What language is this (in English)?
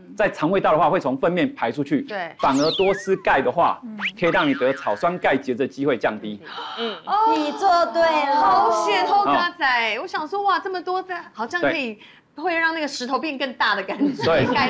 Chinese